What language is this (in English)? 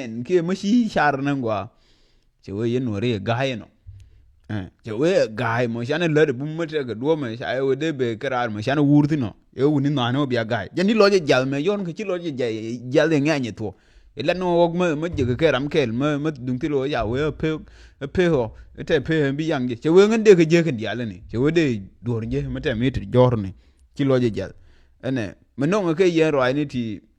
Nuer